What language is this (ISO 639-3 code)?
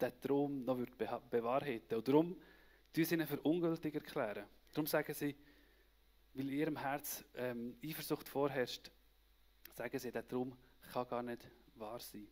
gsw